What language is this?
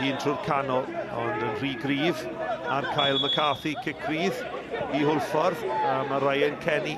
Welsh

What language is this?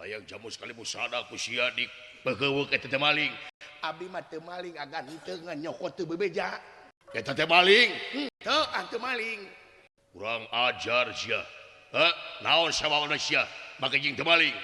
Sundanese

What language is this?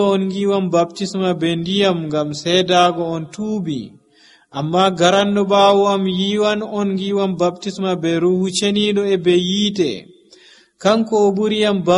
Nigerian Fulfulde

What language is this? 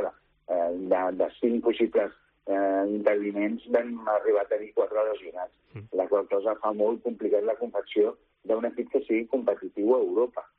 Catalan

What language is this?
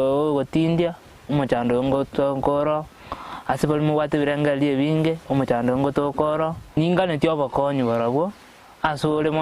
Gusii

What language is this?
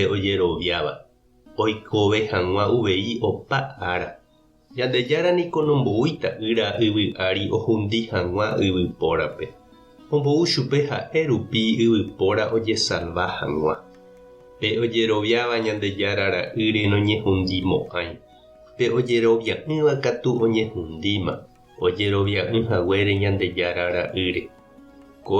Guarani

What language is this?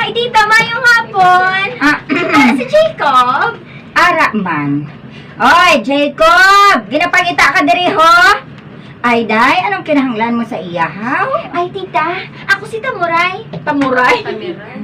Hiligaynon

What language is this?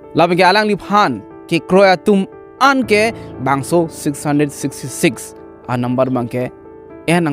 Karbi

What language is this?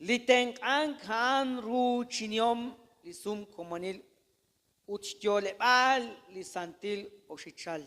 Kekchí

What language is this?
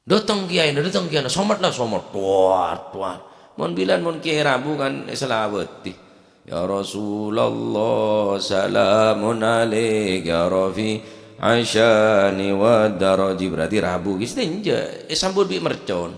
Madurese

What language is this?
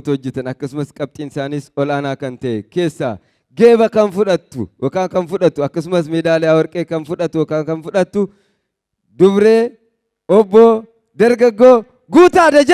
Oromo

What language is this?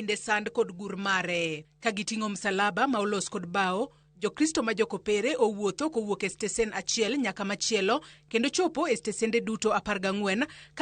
Luo (Kenya and Tanzania)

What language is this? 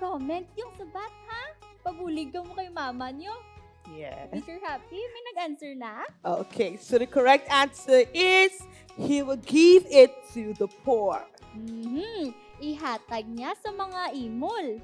Hiligaynon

